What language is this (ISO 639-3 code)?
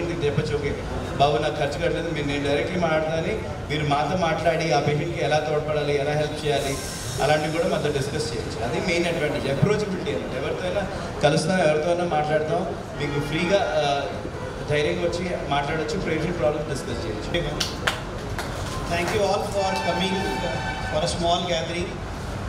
tel